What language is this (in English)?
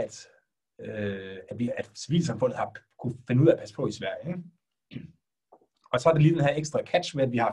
Danish